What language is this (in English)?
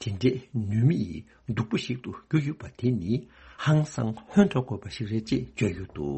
Tibetan